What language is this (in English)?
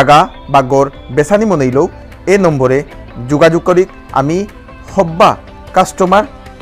Bishnupriya